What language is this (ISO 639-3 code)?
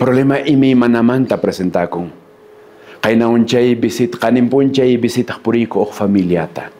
que